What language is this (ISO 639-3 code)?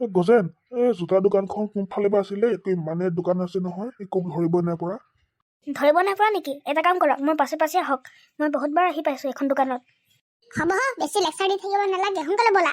asm